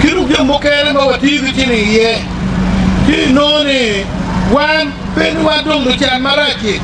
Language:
Acoli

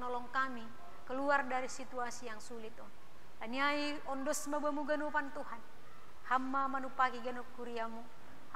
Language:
Batak Simalungun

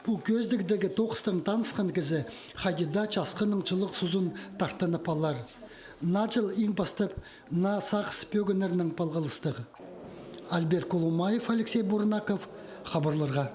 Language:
Khakas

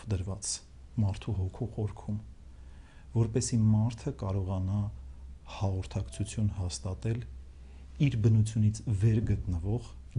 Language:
Armenian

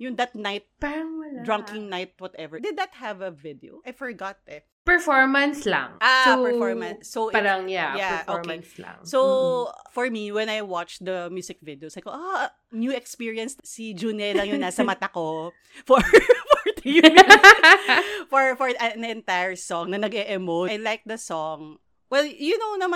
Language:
Filipino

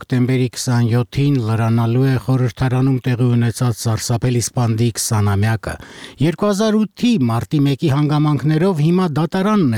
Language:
Armenian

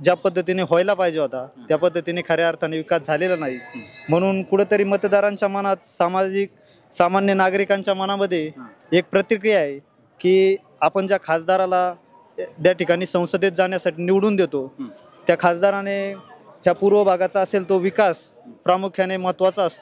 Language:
Marathi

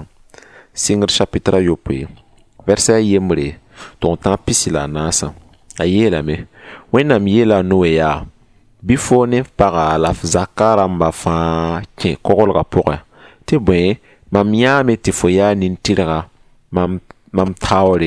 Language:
Mossi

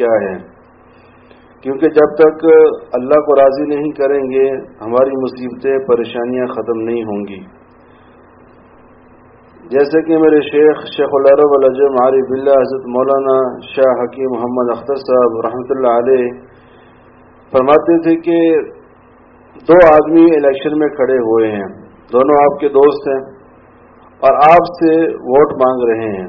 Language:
Urdu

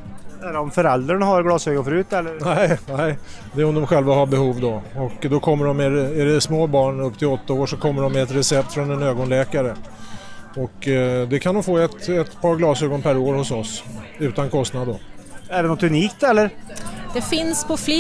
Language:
Swedish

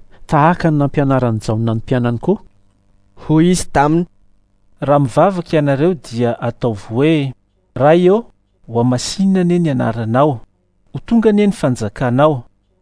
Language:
Malagasy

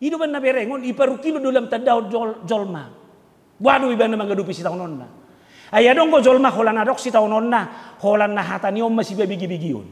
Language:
Batak Toba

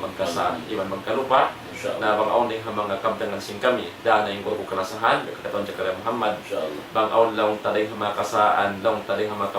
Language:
Tausug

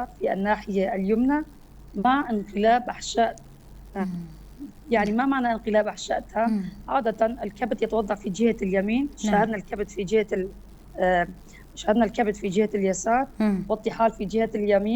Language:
North Levantine Arabic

